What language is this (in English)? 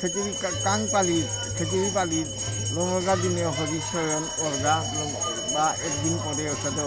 Bishnupriya